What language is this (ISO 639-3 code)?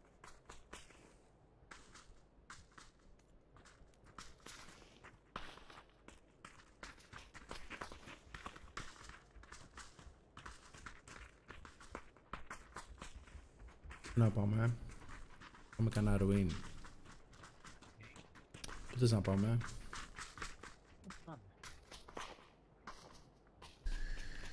ell